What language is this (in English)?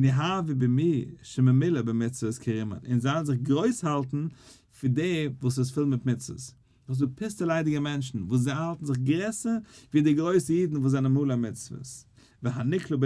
Yiddish